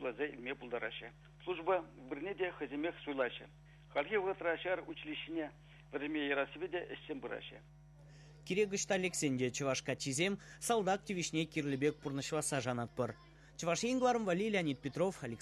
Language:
Chuvash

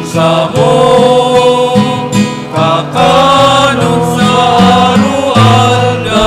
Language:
Bikol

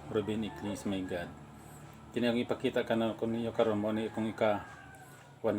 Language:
Cebuano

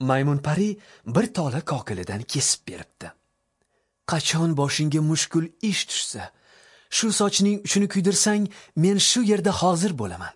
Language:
Uzbek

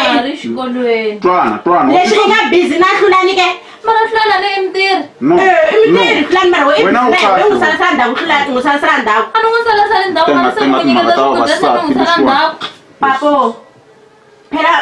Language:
Tsonga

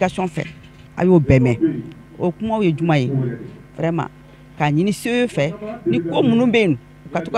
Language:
Bambara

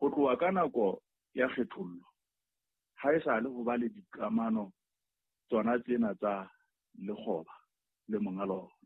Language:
Southern Sotho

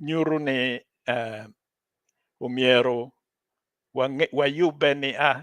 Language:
Acoli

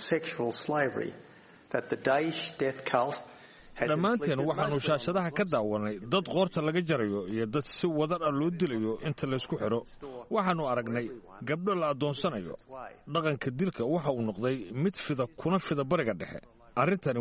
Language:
Somali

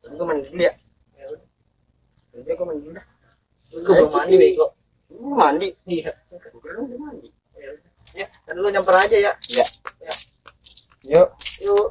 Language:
Betawi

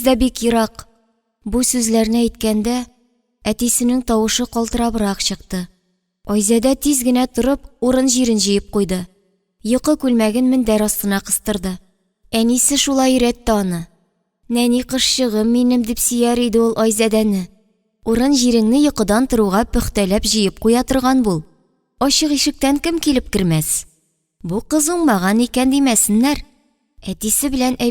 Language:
Tatar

